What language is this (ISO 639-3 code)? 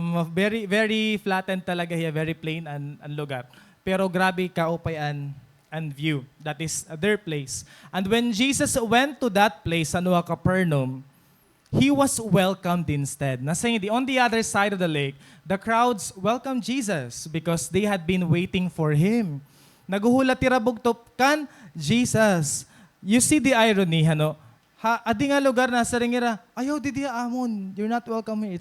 war